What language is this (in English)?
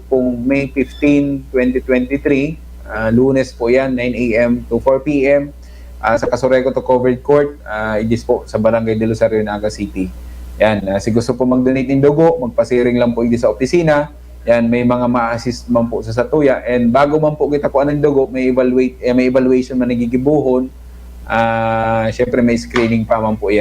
Bikol